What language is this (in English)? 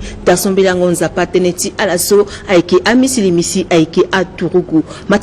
Sango